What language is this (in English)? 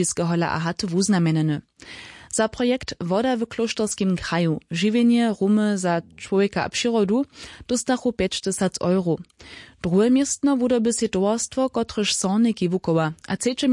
Upper Sorbian